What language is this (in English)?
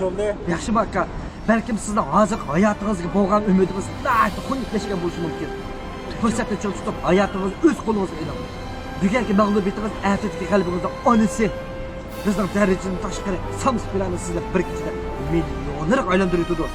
Uyghur